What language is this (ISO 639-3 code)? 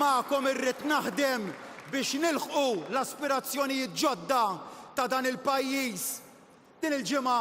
mlt